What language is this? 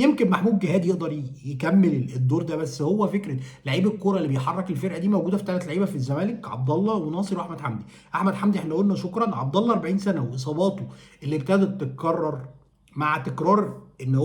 Egyptian Arabic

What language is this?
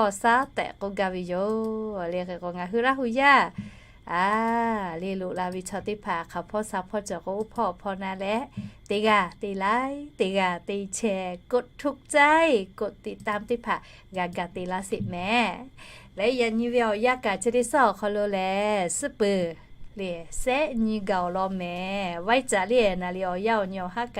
Lahu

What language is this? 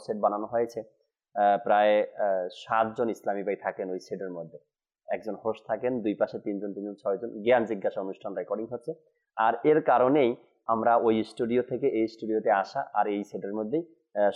Bangla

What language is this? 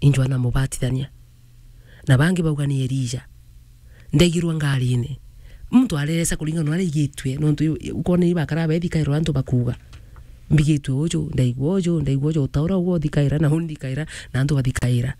Meru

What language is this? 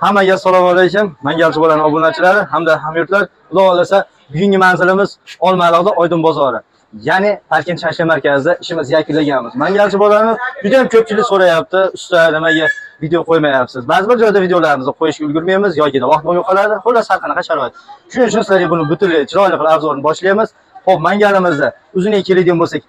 Uzbek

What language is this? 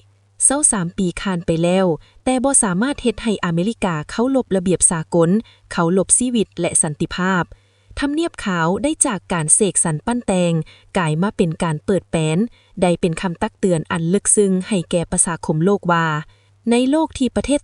Lao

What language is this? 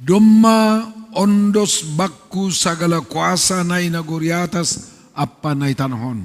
Batak Simalungun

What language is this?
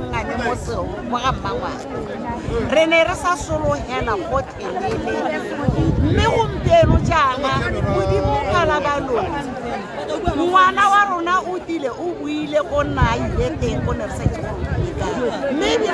Tswana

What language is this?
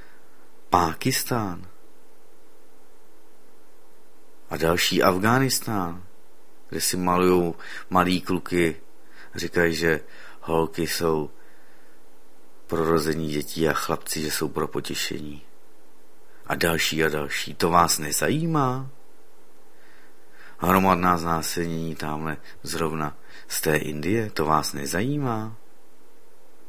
Czech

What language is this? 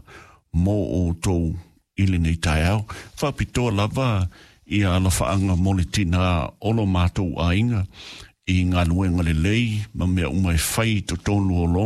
Samoan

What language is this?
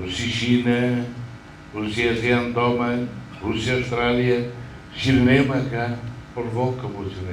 Tetum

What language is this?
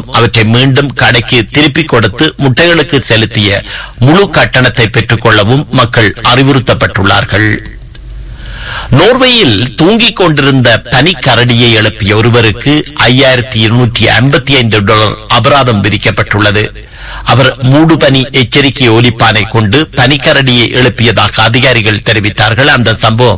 Tamil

